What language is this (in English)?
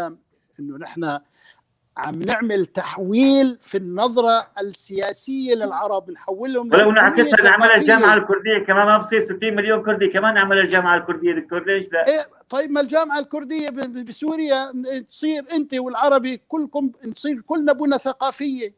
North Levantine Arabic